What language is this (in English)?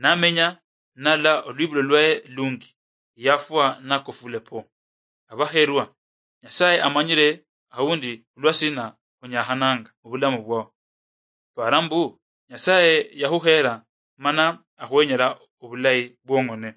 Luyia